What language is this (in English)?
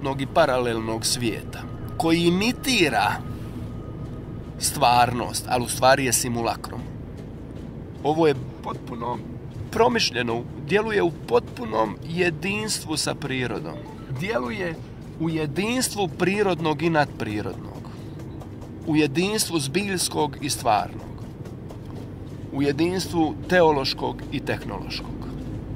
Croatian